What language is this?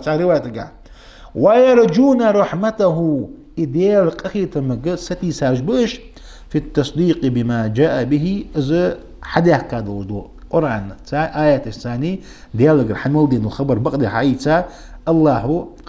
Ingush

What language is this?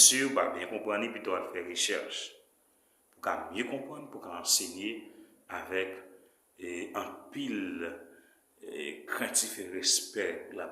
Haitian Creole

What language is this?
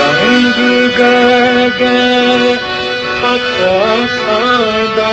Newari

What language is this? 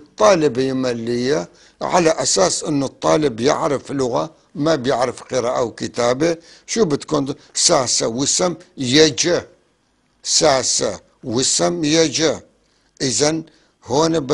North Levantine Arabic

